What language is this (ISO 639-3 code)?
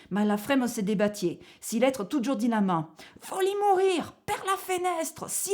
oci